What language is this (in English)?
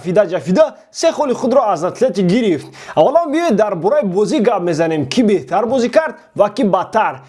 Tajik